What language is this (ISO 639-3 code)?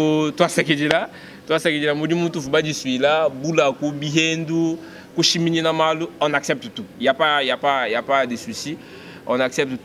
lua